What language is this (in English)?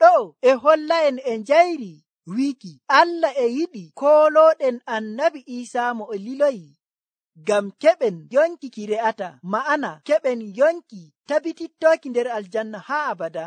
Nigerian Fulfulde